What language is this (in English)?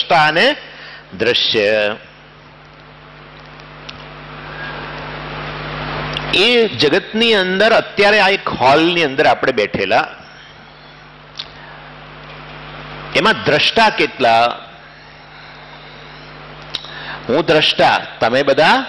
Gujarati